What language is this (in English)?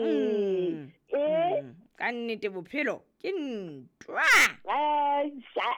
Southern Sotho